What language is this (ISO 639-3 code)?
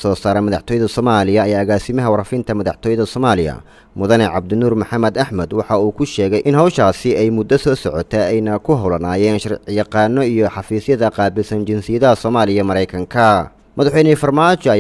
som